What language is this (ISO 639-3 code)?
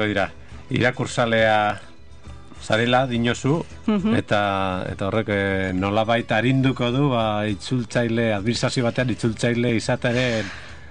eus